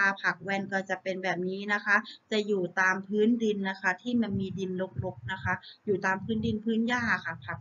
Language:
Thai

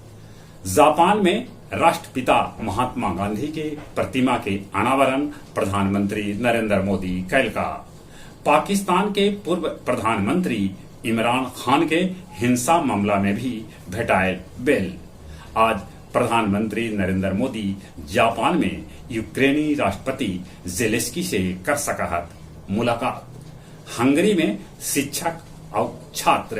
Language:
Magahi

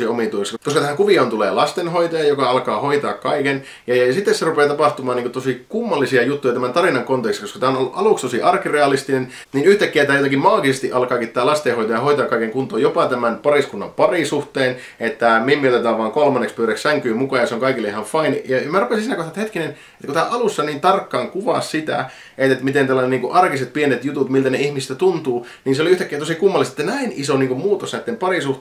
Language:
Finnish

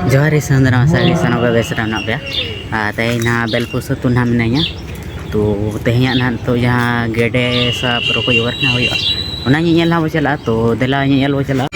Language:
Santali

